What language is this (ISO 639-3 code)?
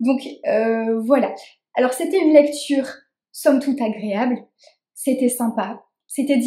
fra